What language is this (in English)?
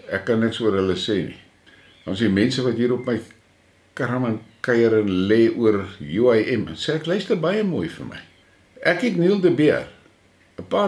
Afrikaans